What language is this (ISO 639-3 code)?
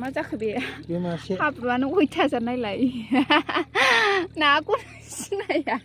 brx